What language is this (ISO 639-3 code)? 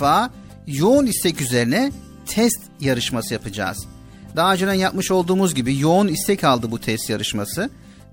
tur